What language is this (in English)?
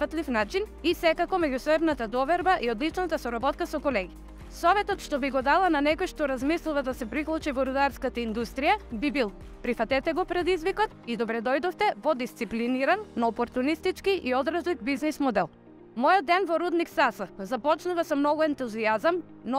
Macedonian